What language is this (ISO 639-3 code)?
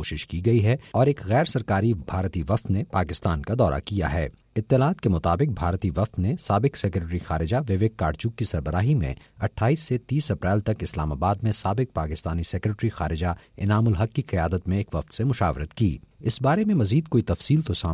urd